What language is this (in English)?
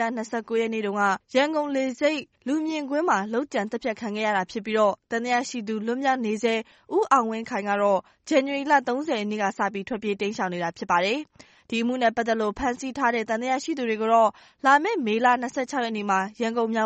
Burmese